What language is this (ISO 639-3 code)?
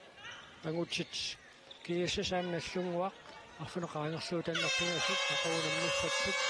kal